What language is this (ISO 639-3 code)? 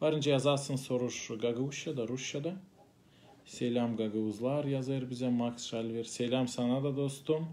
gag